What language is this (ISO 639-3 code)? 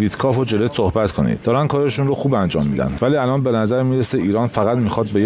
fas